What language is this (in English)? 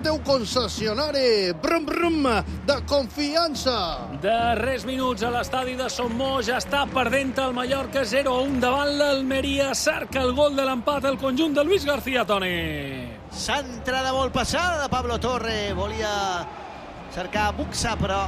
Catalan